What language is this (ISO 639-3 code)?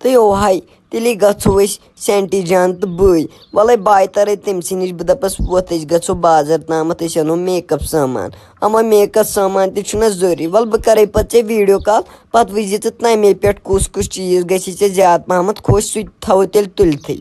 kas